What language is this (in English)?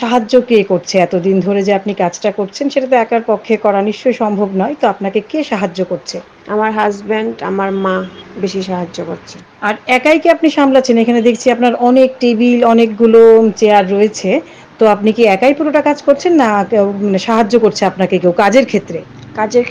Bangla